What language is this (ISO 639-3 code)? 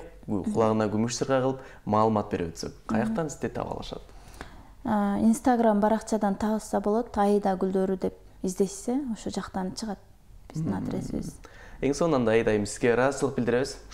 kir